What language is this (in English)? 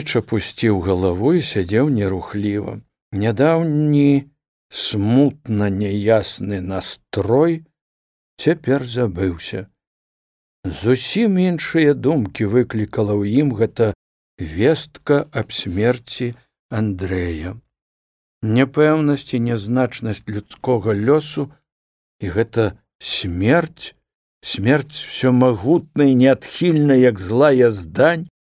Belarusian